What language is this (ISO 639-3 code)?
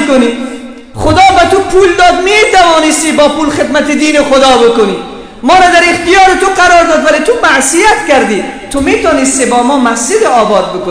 fas